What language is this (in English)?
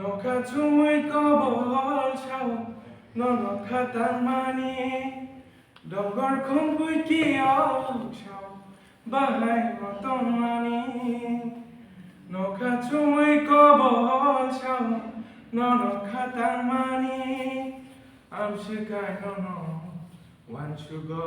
Kok Borok